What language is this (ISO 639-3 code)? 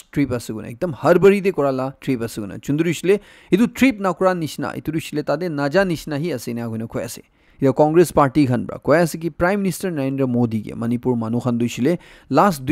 nag